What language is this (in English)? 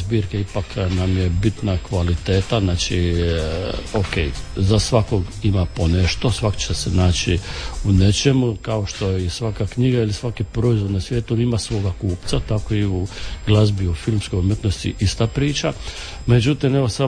Croatian